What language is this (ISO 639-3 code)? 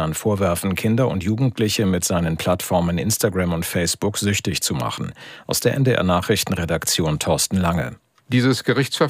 deu